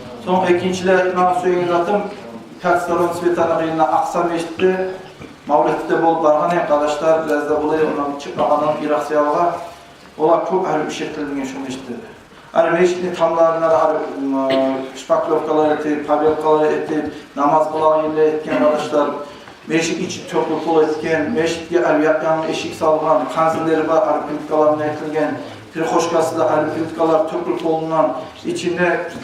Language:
Kumyk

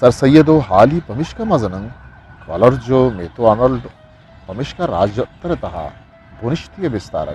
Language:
Eastern Balochi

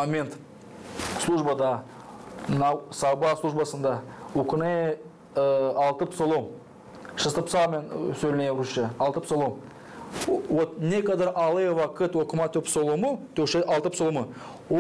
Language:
Gagauz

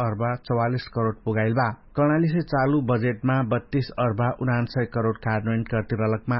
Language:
Dangaura Tharu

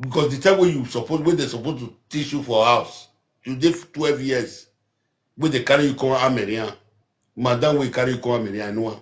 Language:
Nigerian Pidgin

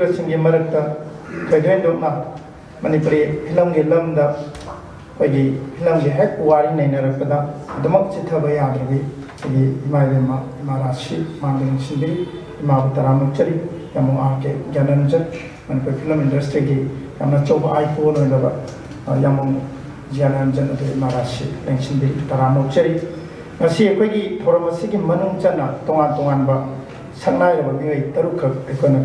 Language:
Manipuri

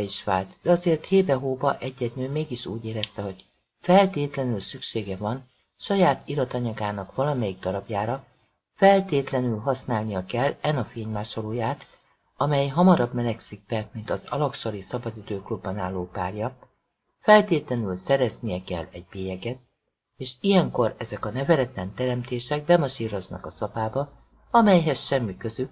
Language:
Hungarian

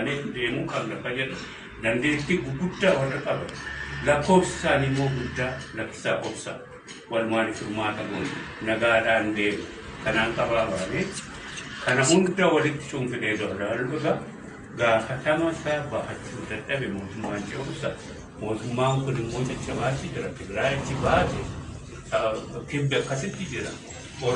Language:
Oromo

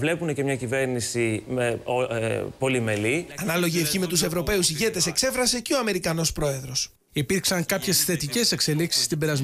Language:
Greek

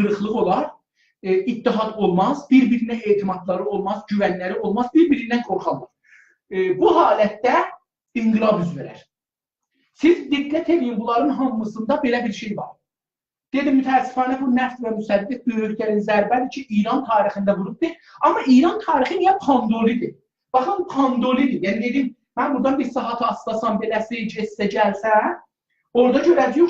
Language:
South Azerbaijani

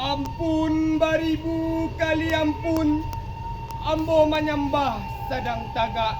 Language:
Minangkabau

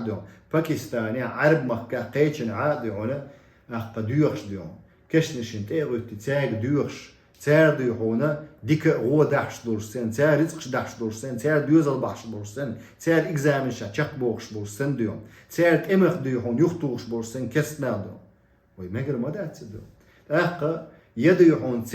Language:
Chechen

